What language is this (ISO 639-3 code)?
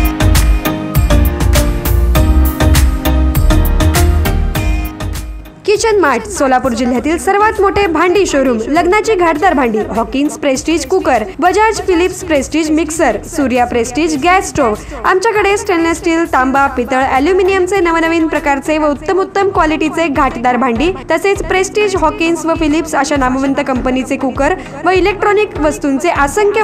mar